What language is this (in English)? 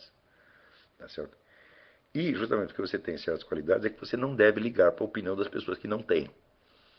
Portuguese